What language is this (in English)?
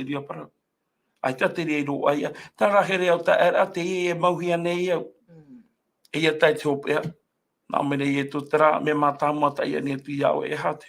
Tahitian